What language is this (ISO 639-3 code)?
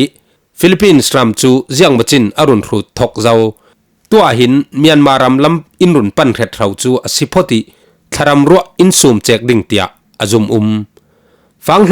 cfm